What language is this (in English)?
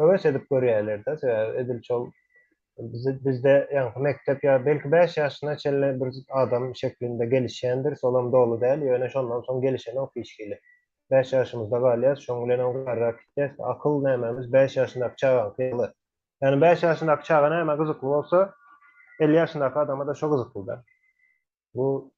Turkmen